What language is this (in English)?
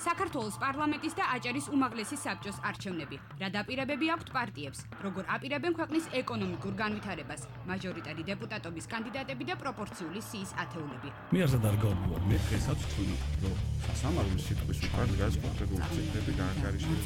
Georgian